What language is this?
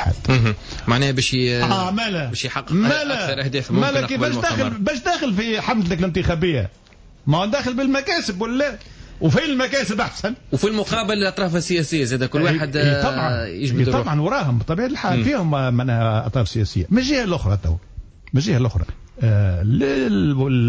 Tunisian Arabic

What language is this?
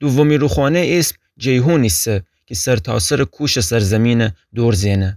Gilaki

